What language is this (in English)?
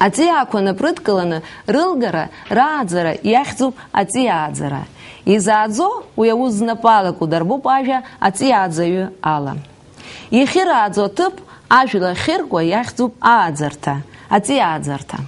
Abkhazian